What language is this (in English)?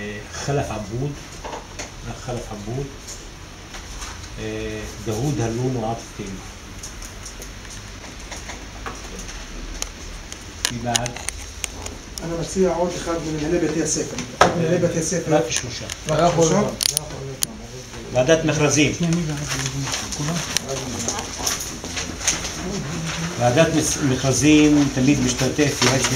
Hebrew